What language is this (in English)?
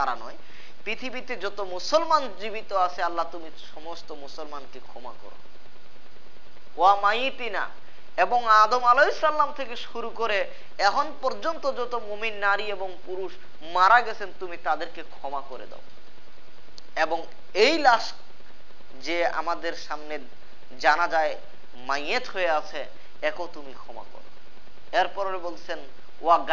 Bangla